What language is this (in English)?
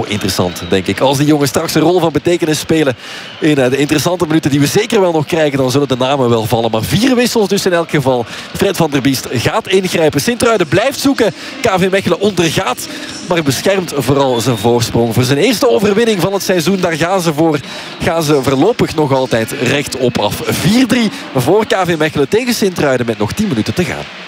Dutch